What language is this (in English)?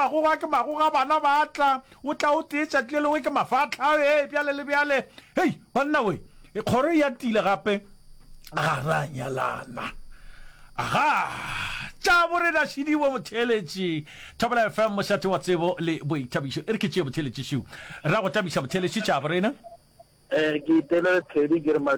Northern Sotho